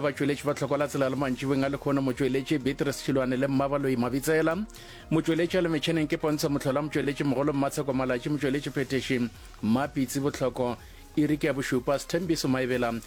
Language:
Northern Sotho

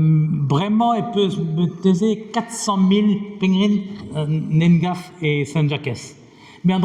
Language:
Breton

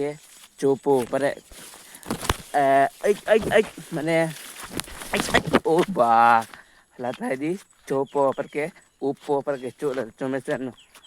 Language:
Karbi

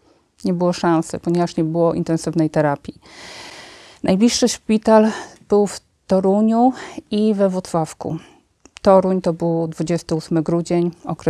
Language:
Polish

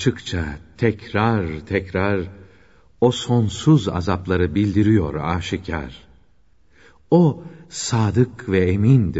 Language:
Turkish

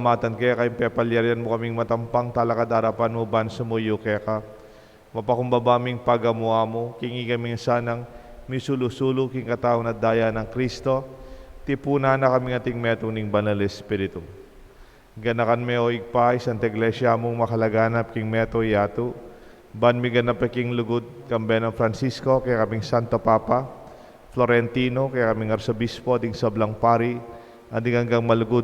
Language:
Pampanga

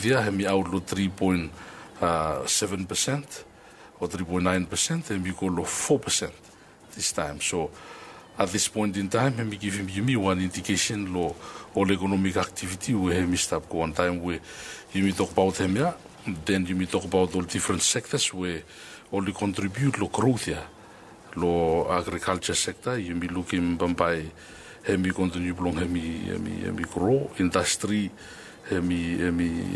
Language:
Bislama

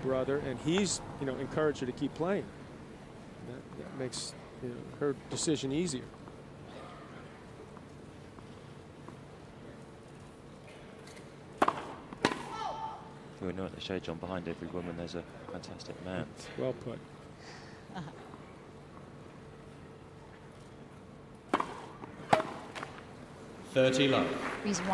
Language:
English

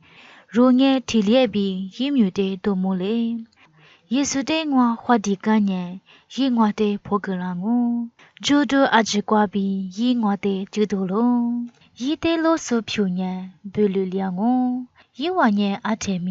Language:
Lisu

